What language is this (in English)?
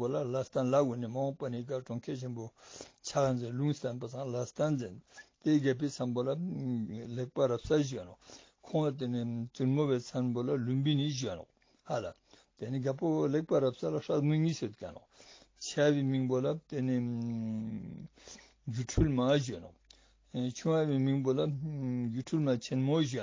Ladakhi